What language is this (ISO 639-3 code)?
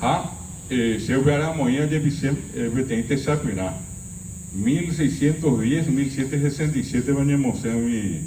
grn